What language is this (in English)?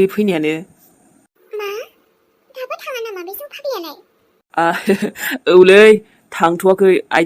Bodo